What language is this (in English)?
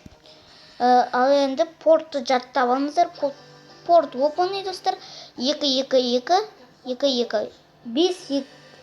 Kazakh